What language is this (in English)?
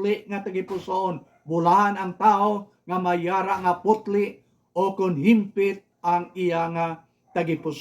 Hiligaynon